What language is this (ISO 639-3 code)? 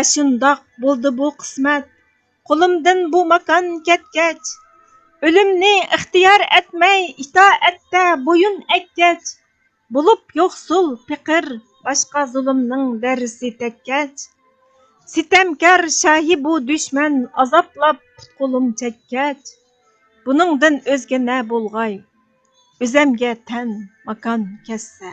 uig